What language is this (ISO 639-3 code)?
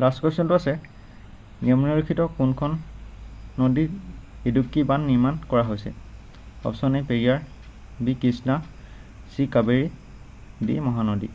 asm